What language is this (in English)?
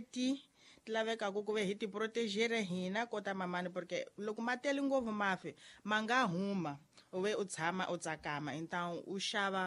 Tsonga